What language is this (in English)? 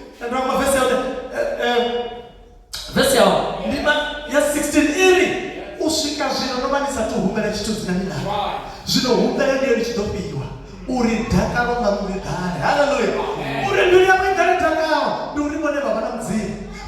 Venda